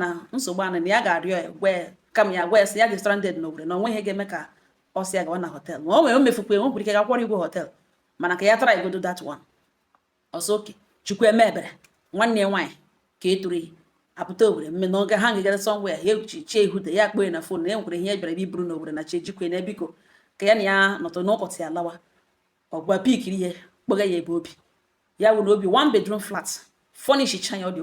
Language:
Igbo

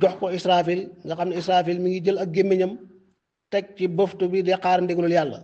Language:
Wolof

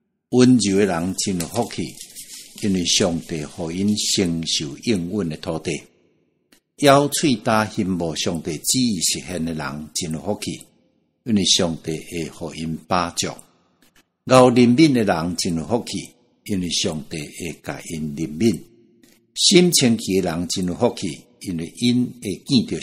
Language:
Min Nan Chinese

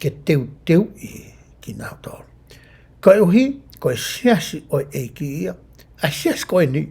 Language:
Tongan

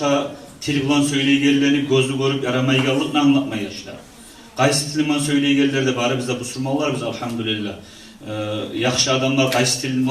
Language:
Kumyk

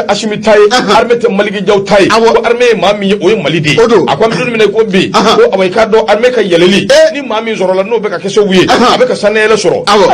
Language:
Bambara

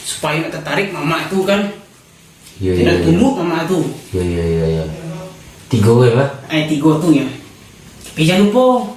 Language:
Minangkabau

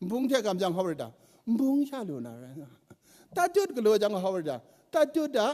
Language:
Kachin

